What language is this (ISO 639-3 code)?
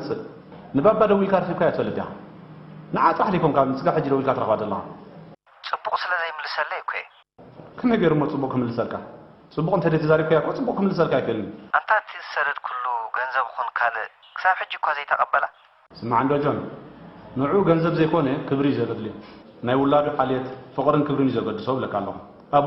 tir